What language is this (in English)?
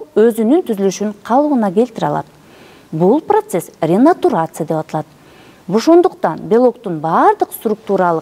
Kyrgyz